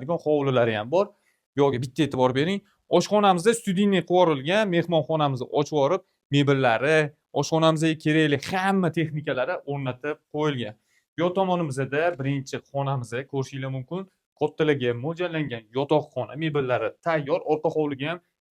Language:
Uzbek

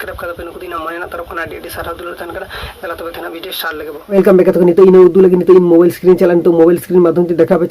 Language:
Santali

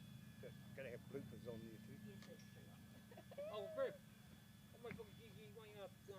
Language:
Māori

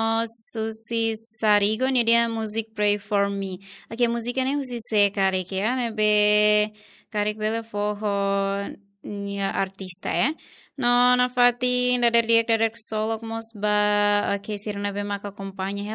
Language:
Tetum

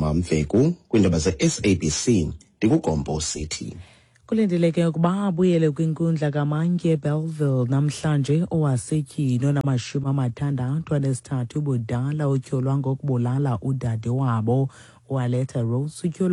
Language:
Xhosa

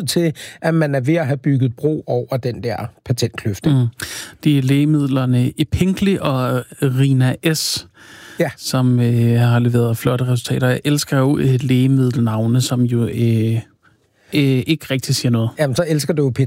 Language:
Danish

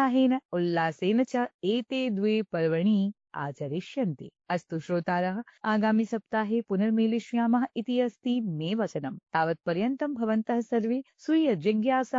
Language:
Sanskrit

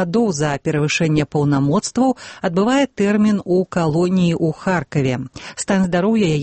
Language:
Belarusian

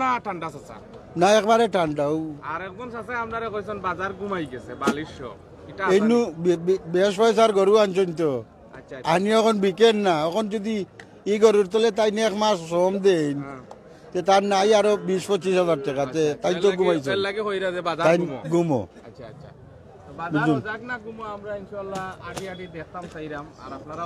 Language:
Sylheti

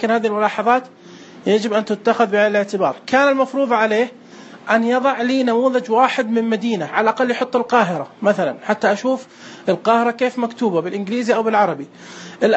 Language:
Najdi Arabic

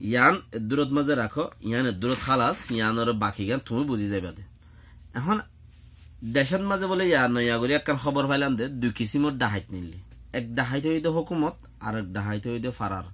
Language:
Rohingya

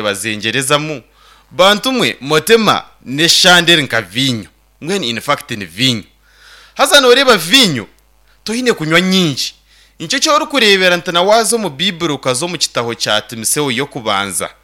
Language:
Nyankole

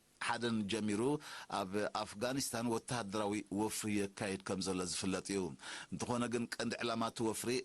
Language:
Tigrinya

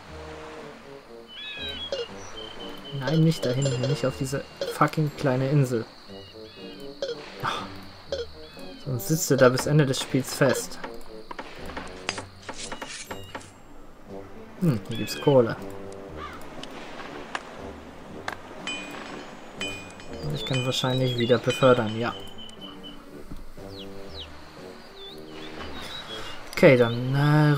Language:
German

